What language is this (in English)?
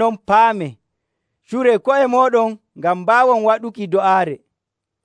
Nigerian Fulfulde